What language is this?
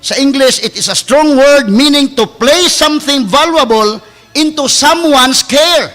Cebuano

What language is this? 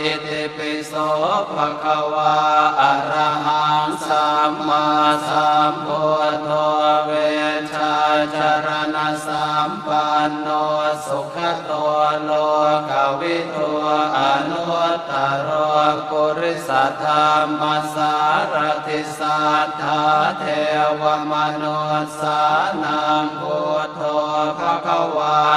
Pali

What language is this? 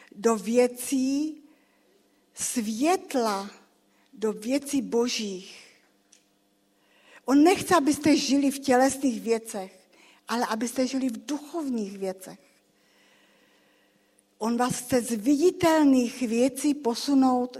Czech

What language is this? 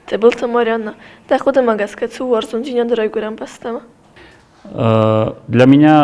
Ossetic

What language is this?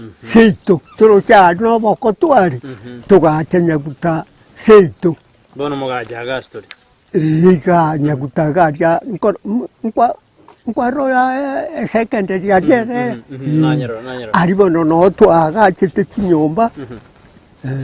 Gusii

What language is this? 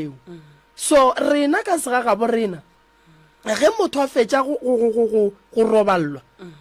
Northern Sotho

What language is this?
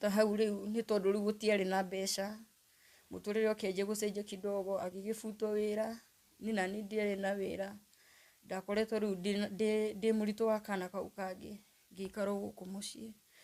Kikuyu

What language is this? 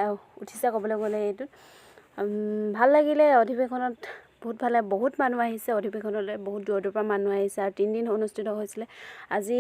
Assamese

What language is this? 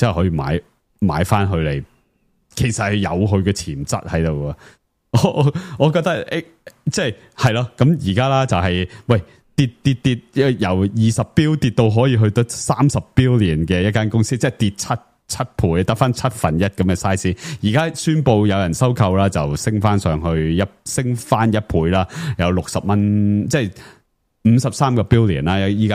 Cantonese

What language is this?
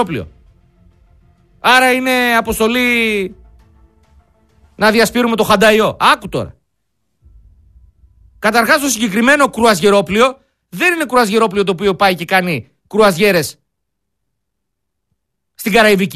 Greek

